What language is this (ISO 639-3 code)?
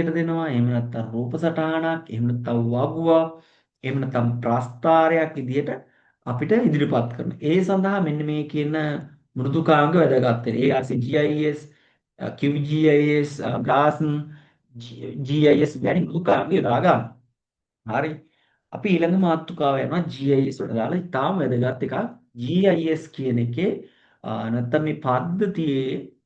sin